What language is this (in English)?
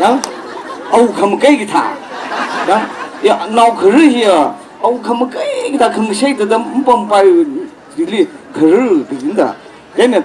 Tangkhul Naga (India)